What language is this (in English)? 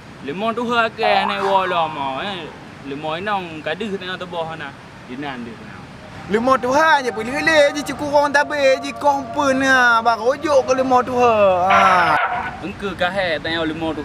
Achinese